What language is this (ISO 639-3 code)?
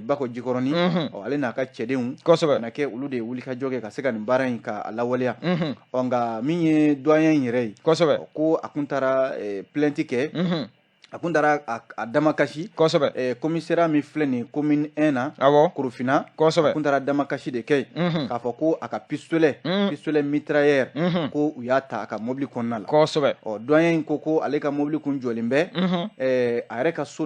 bam